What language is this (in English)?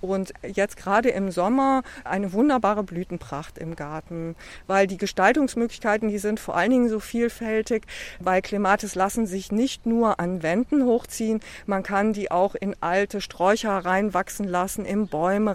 German